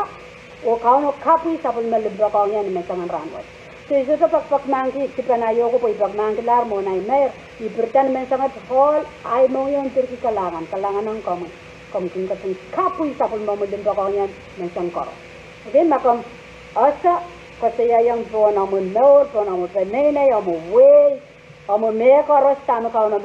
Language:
Pohnpeian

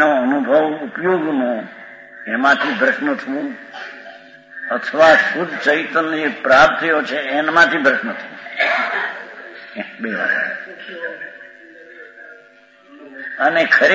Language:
Gujarati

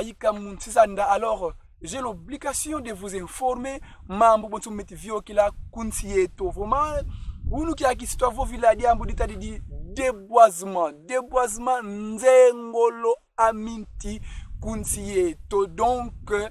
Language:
Kongo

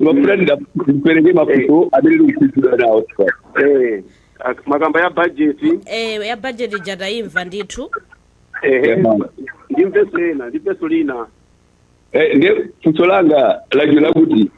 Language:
Nyanja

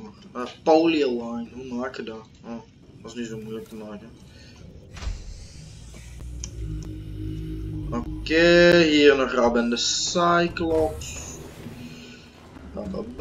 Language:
Dutch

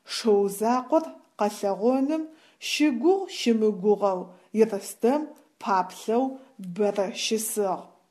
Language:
Adyghe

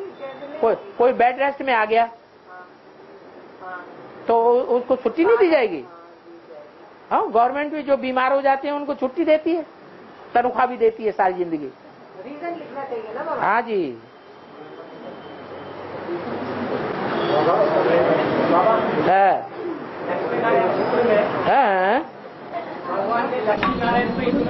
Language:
Hindi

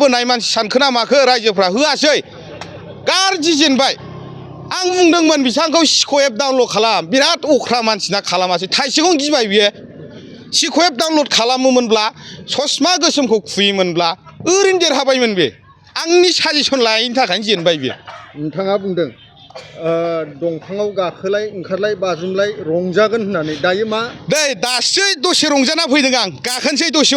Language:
Bodo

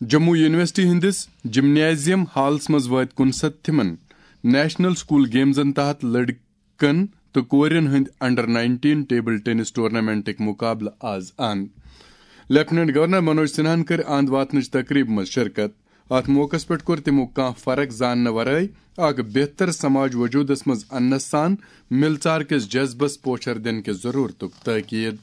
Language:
Kashmiri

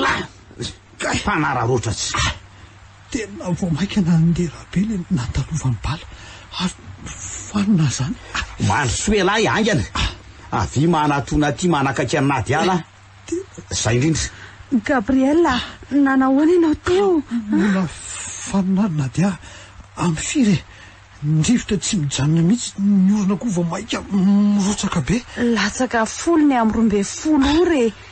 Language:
Malagasy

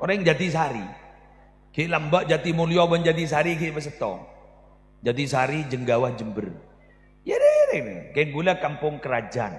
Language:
Madurese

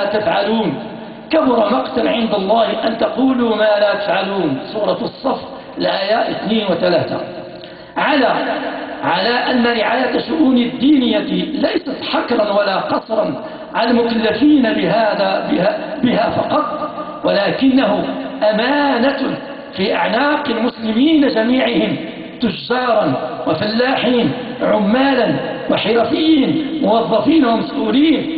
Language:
Arabic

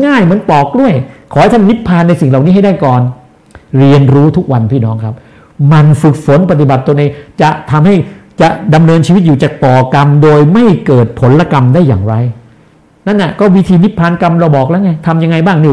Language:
Thai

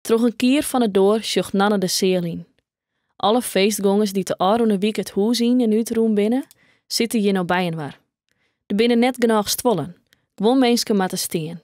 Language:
Western Frisian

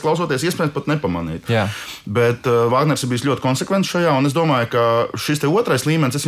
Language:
Latvian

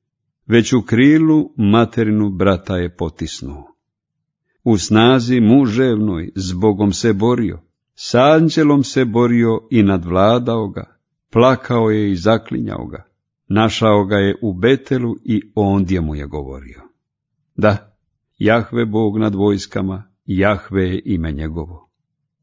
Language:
Croatian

